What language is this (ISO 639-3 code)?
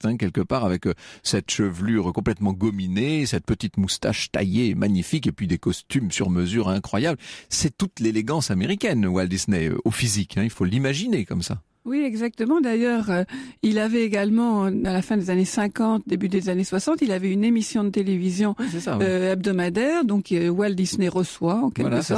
fra